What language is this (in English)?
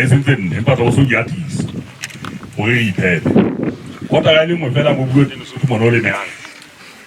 Southern Sotho